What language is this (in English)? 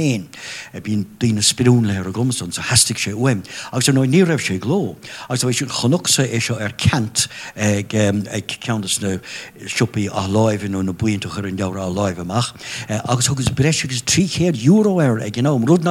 Irish